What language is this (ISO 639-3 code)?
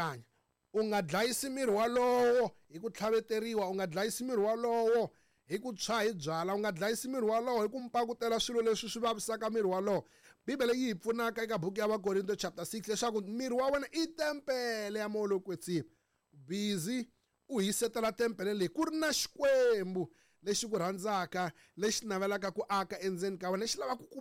tso